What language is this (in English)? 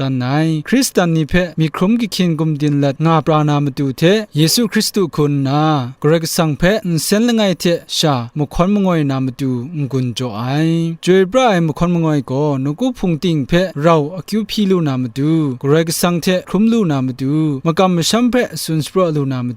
Kachin